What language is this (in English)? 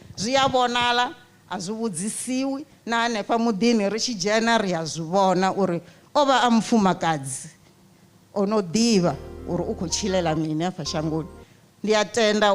Venda